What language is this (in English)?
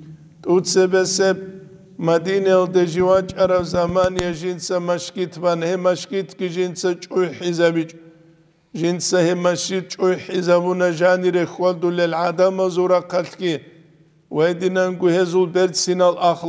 Avaric